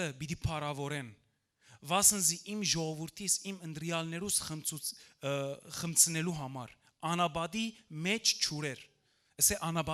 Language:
Western Armenian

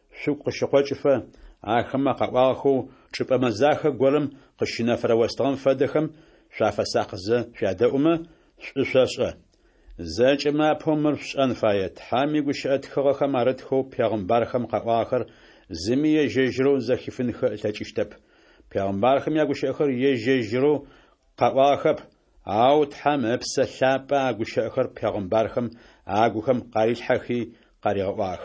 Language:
Adyghe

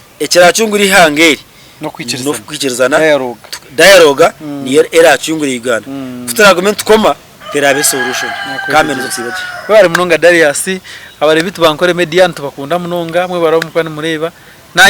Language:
Nyankole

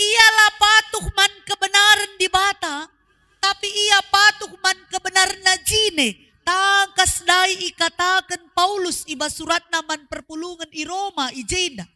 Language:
Batak Karo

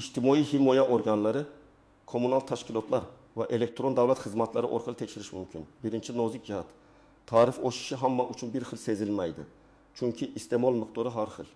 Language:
Uzbek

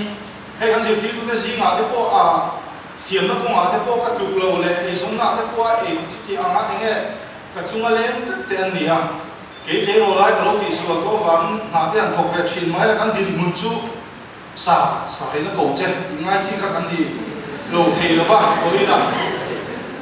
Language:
Mizo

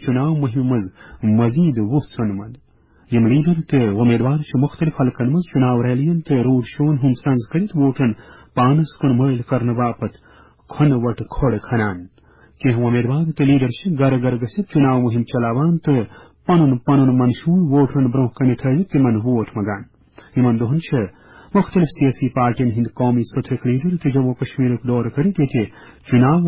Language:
Kashmiri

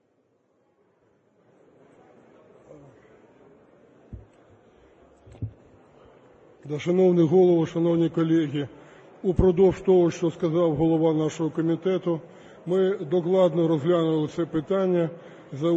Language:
Ukrainian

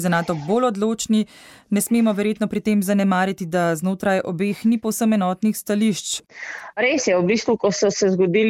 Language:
Slovenian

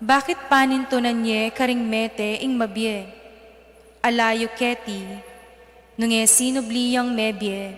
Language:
Pampanga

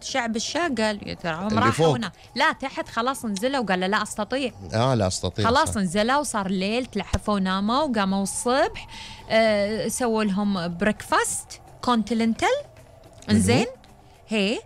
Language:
Gulf Arabic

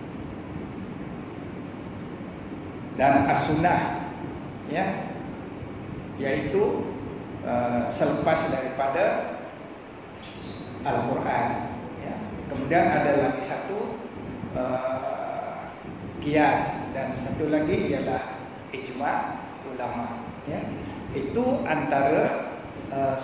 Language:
Malay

